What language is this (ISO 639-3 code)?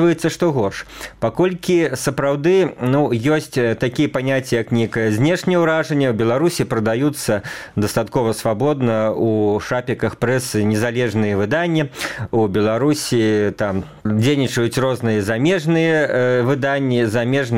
bel